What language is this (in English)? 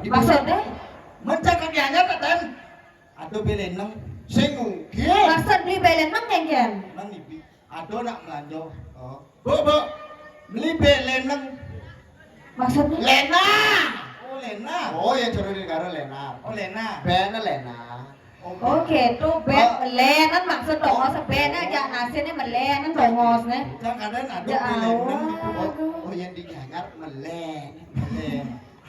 Balinese